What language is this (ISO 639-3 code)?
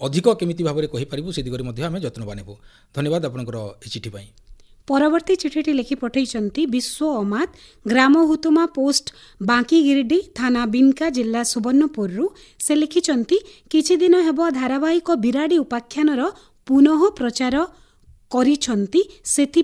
ori